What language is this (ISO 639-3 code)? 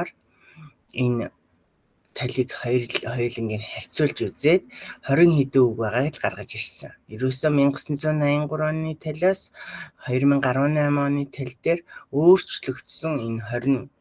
mon